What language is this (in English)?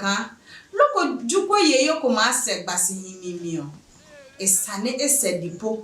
Adangme